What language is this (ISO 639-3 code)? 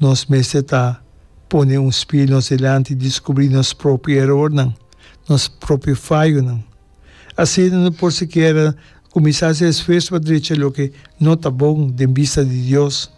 pap